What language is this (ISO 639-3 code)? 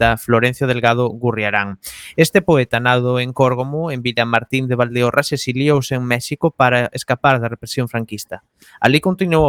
glg